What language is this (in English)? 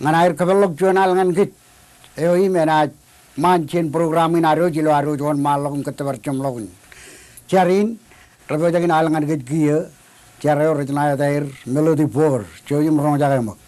Marshallese